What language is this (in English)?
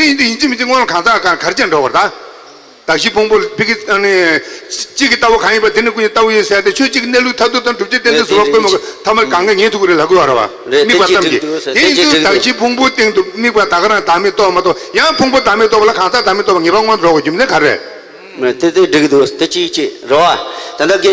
Tibetan